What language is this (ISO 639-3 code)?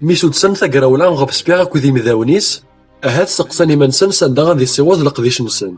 kab